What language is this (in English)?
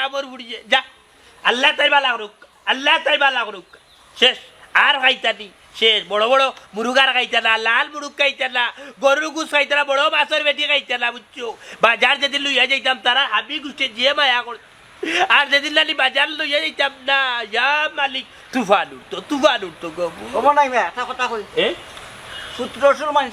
Sylheti